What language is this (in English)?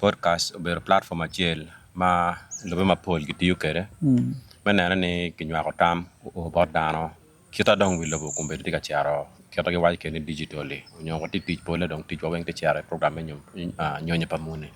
Acoli